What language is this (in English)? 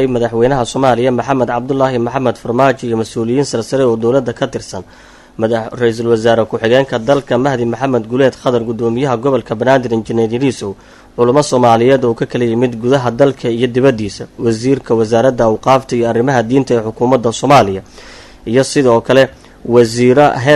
Somali